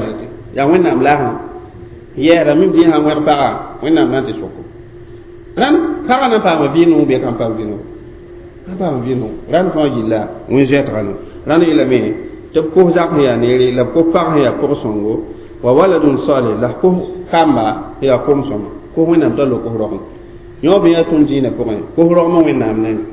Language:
Mossi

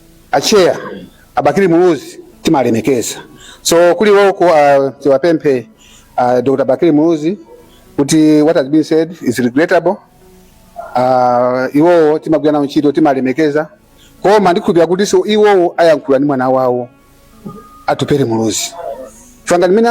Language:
Nyanja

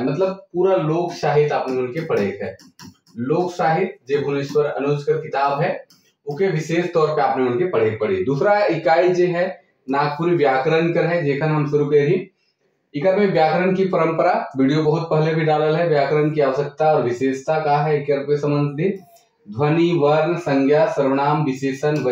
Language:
Sadri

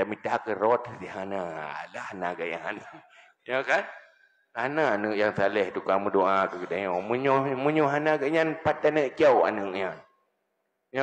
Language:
Achinese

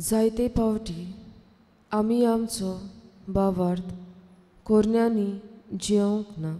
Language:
Konkani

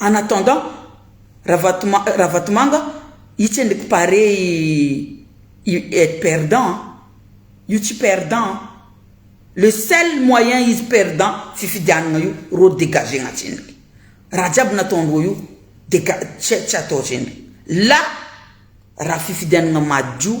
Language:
Malagasy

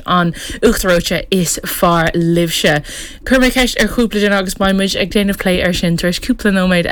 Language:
Irish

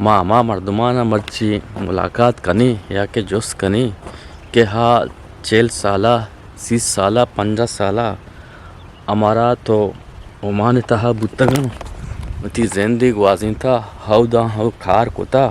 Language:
Eastern Balochi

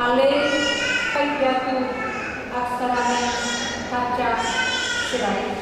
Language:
Batak Toba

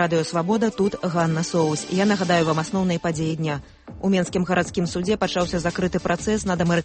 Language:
Belarusian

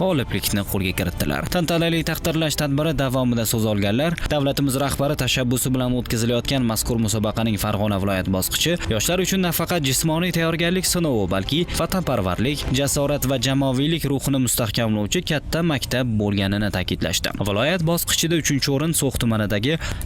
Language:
Uzbek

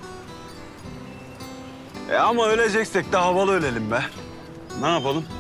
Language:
Turkish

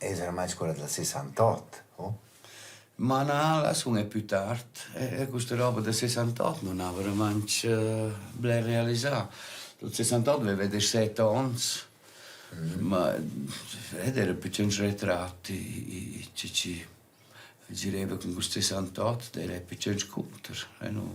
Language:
Romansh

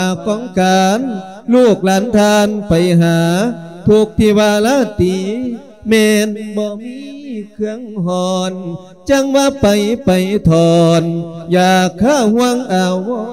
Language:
Lao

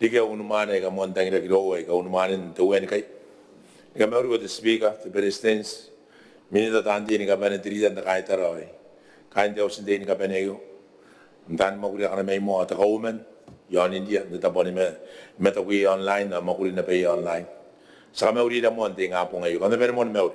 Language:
Gilbertese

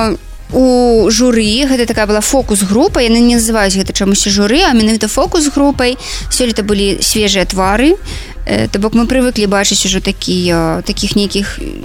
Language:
Belarusian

